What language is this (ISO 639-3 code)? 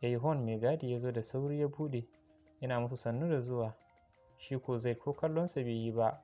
hau